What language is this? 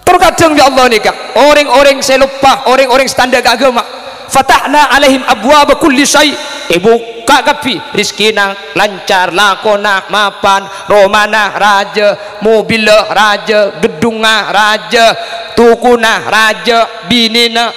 Madurese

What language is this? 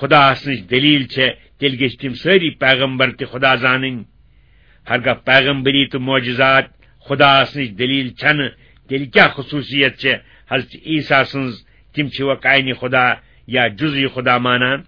Kashmiri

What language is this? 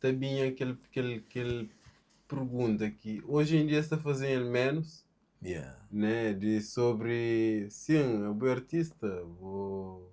Kabuverdianu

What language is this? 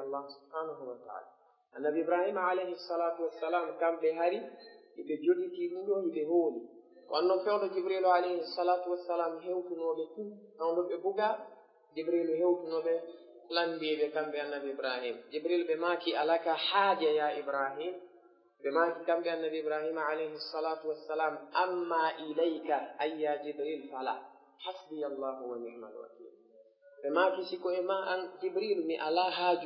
Fula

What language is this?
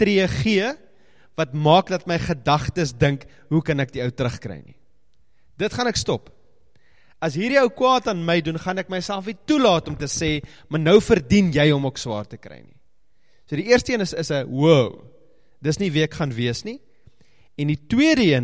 Afrikaans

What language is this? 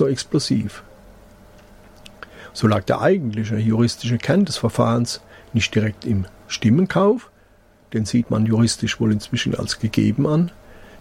German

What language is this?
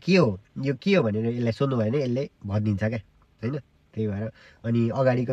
Nepali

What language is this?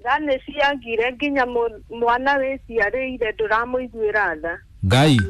Kikuyu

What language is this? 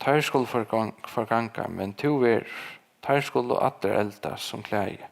Faroese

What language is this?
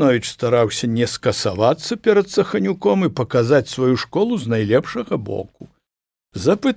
Belarusian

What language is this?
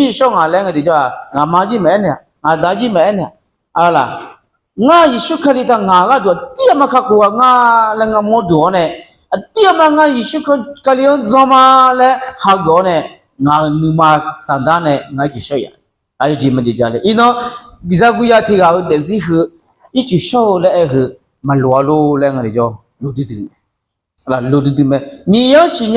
Akha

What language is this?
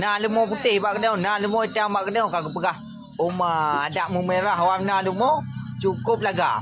Achinese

